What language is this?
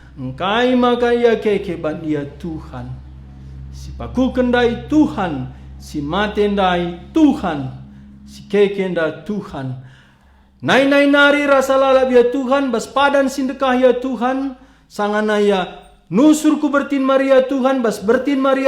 Batak Karo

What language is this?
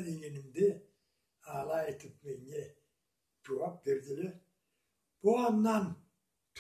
Karachay-Balkar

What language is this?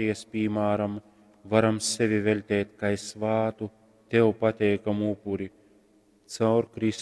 Latgalian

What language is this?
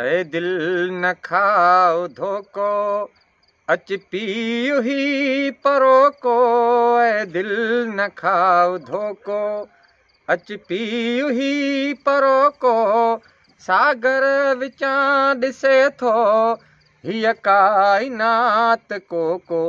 Sindhi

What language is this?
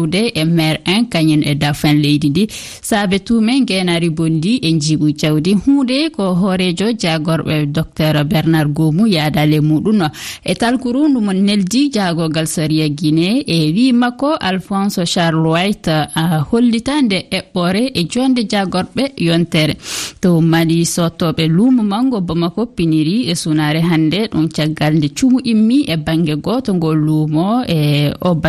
Fula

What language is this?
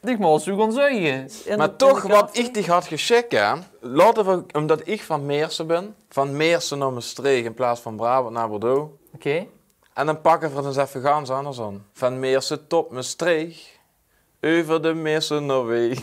Limburgish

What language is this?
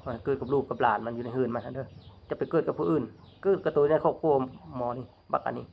Lao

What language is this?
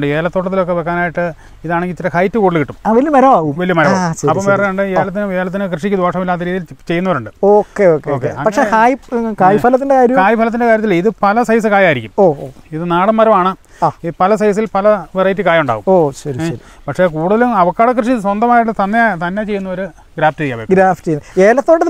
Malayalam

